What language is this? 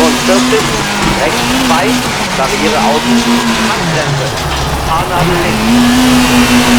Bavarian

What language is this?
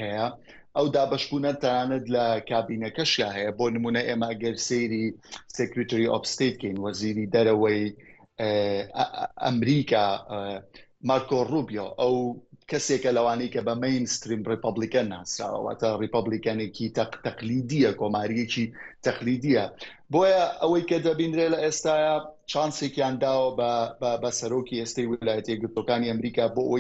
Central Kurdish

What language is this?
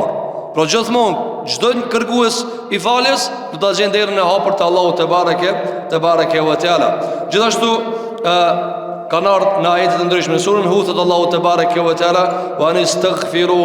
Albanian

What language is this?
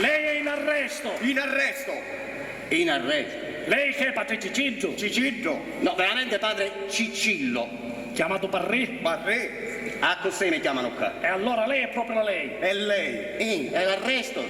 Sicilian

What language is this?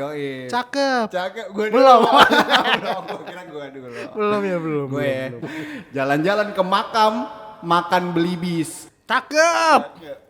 Betawi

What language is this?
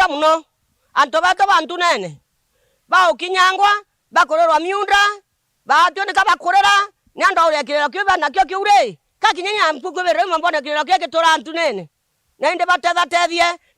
Meru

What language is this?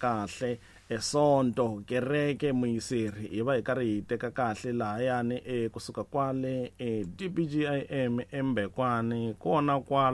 Tsonga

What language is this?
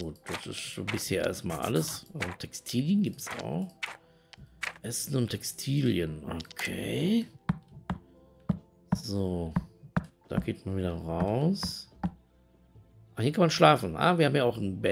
German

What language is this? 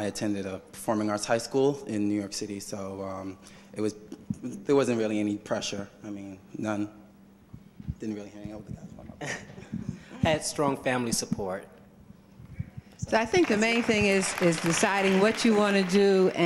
English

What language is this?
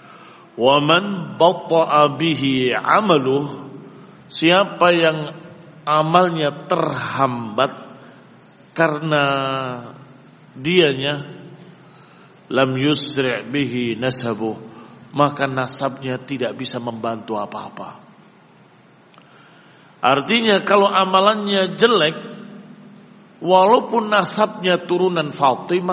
Indonesian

